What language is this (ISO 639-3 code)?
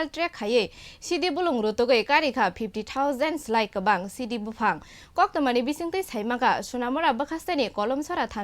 trp